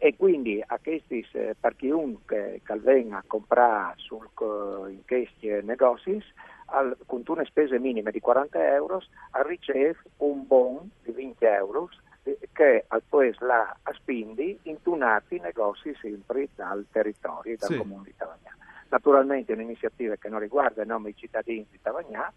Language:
Friulian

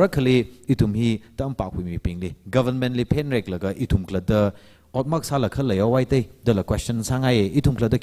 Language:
Tangkhul Naga (India)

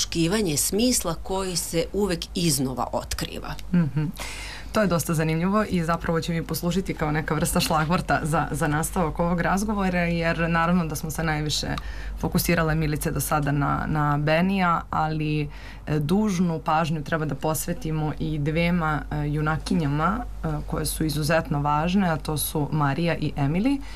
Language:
Serbian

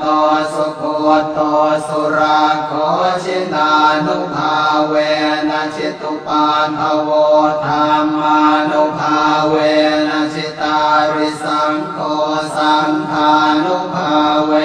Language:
Pali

